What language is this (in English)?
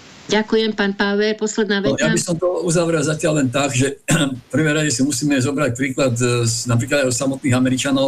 Slovak